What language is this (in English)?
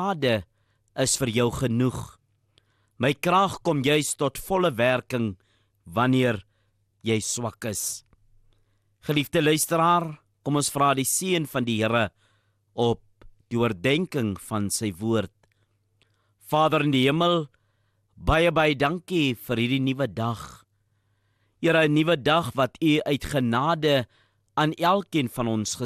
Afrikaans